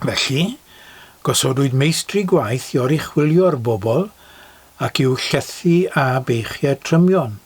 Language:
Welsh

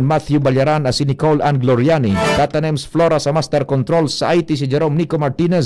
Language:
Bikol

